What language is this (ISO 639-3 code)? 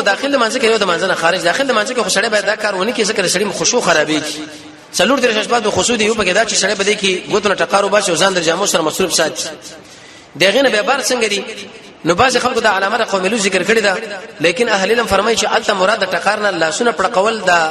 pus